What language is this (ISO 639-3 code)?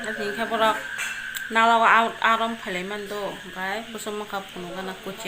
trp